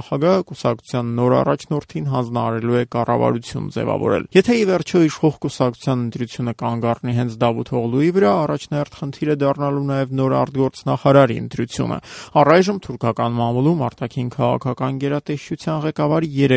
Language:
Armenian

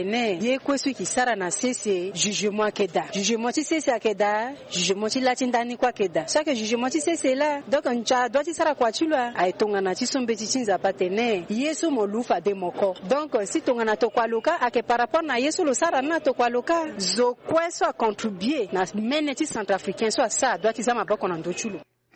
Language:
Sango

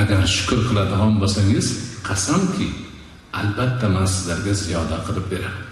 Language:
Uzbek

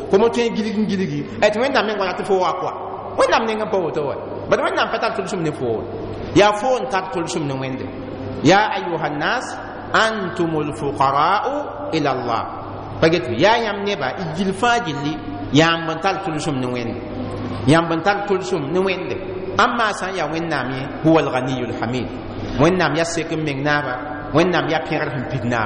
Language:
Mossi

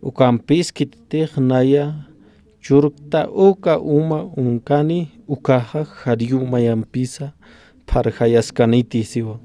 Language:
Aymara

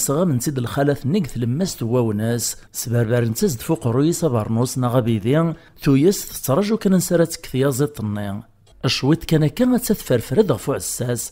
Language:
Kabyle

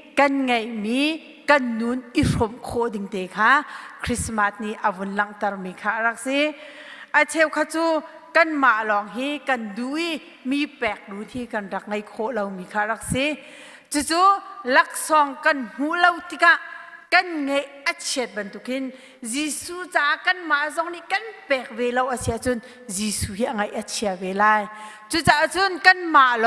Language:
Hakha Chin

